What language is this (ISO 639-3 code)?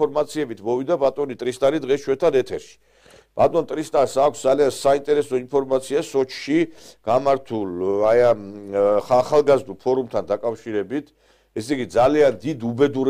kat